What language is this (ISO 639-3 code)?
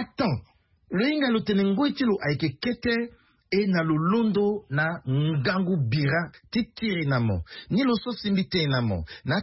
sag